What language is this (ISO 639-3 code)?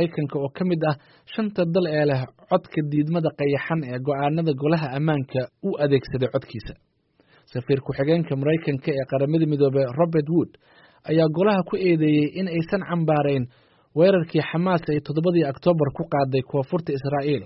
som